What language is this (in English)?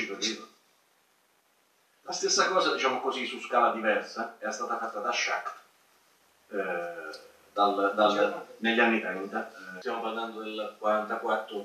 Italian